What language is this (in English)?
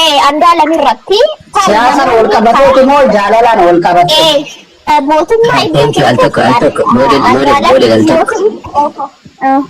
Oromo